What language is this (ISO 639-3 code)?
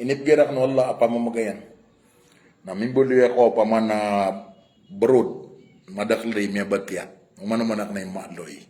mrw